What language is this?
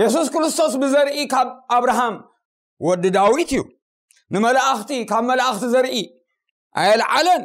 Tigrinya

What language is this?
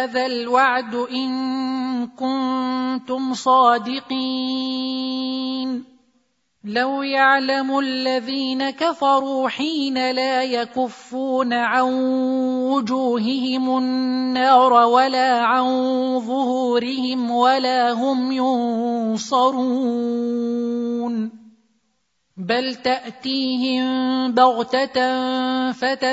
Arabic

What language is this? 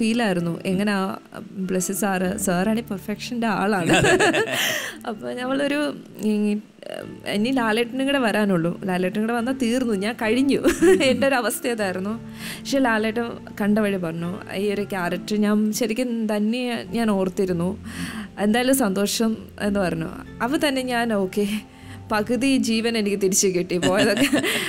Malayalam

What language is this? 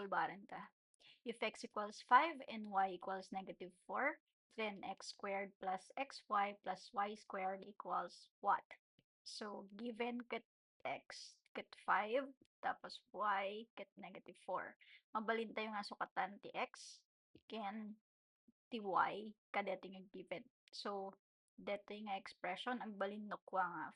Iloko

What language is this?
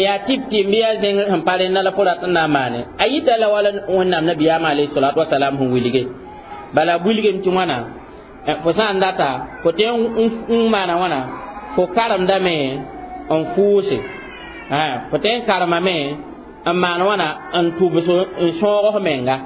Mossi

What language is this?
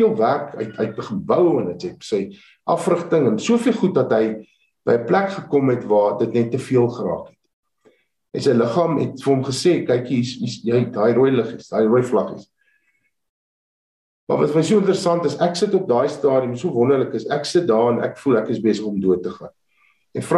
Afrikaans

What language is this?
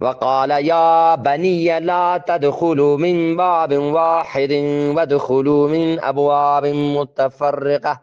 Eastern Balochi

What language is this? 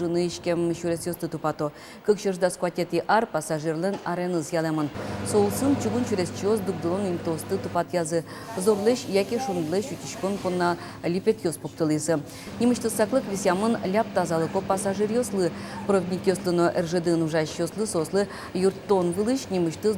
Udmurt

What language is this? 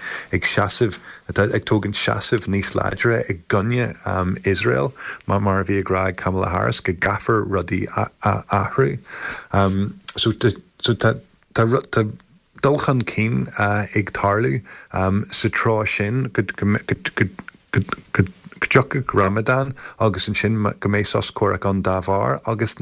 Irish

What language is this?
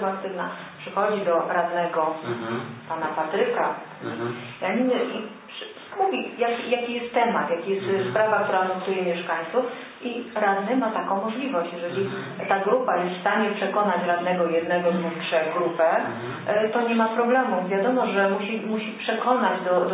Polish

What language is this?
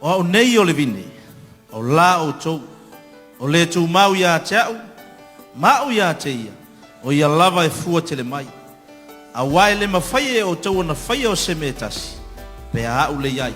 Samoan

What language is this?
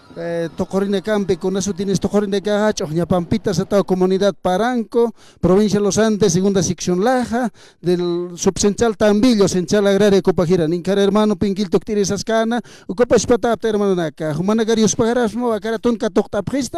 Aymara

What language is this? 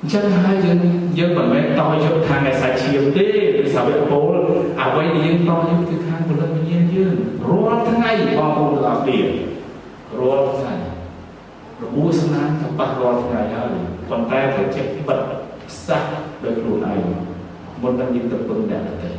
Khmer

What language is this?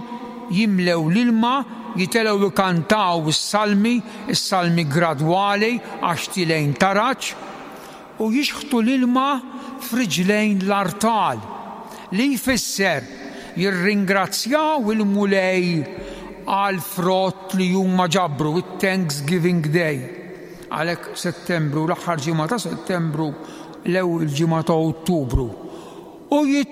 Maltese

